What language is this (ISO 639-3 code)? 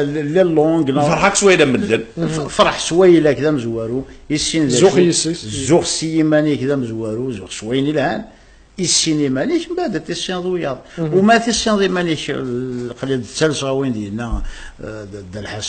kab